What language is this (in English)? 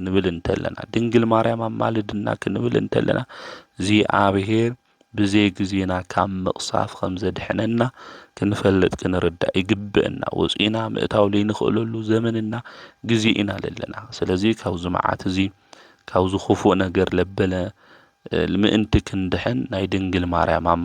Tigrinya